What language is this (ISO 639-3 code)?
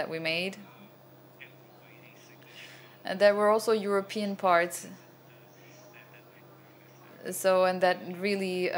eng